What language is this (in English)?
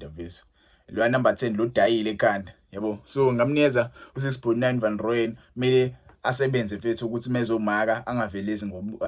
Zulu